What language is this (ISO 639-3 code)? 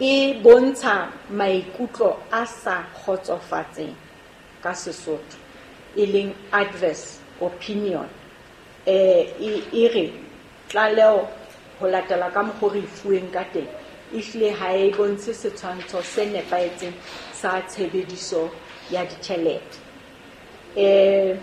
sot